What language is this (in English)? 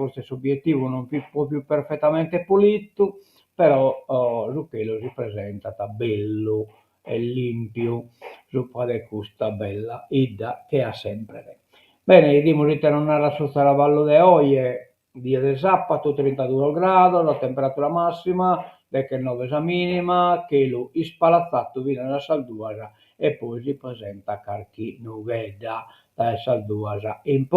Sardinian